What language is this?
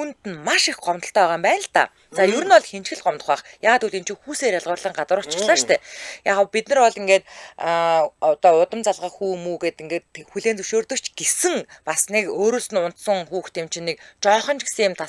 Mongolian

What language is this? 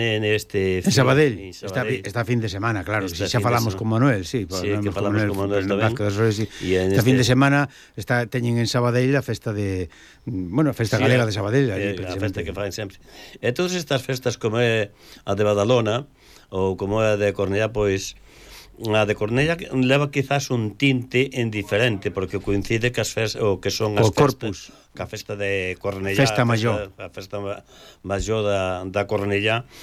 Galician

